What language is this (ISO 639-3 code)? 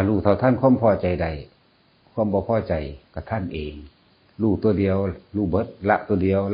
tts